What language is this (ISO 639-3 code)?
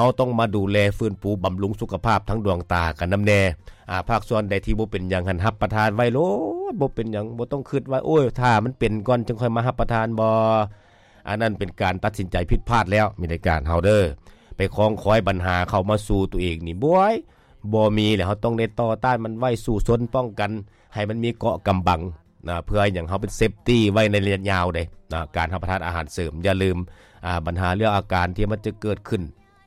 lao